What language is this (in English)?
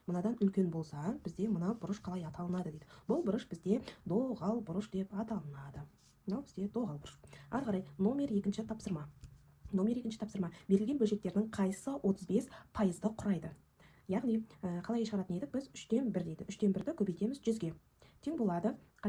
Kazakh